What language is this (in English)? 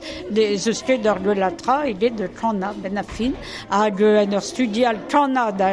Breton